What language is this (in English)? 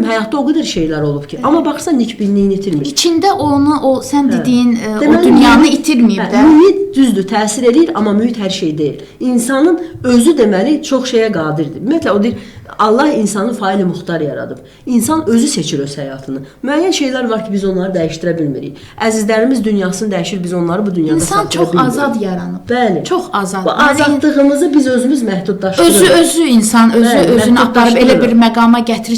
Azerbaijani